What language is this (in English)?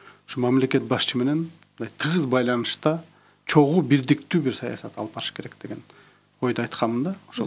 Kyrgyz